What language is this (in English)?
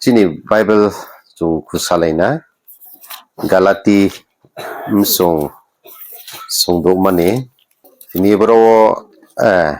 Riang (India)